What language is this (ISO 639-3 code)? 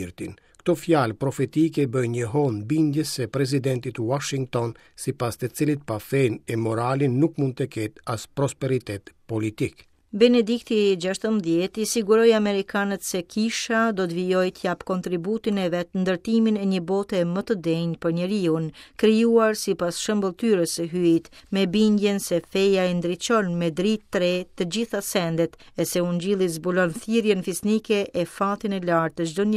sqi